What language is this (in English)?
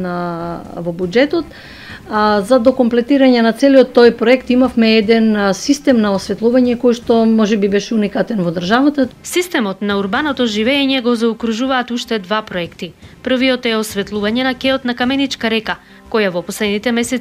Macedonian